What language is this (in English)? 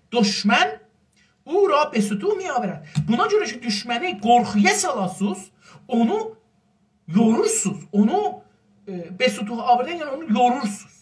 South Azerbaijani